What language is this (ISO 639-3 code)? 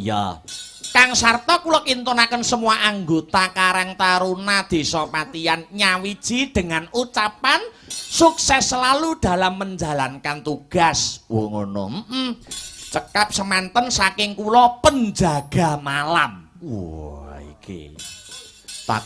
jav